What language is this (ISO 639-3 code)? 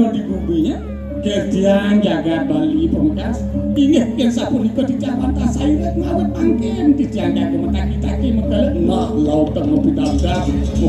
ban